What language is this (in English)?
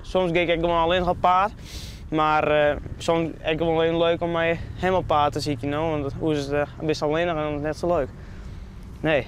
Western Frisian